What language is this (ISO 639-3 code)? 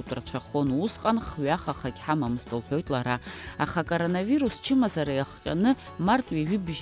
abk